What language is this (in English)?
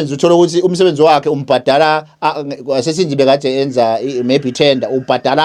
Zulu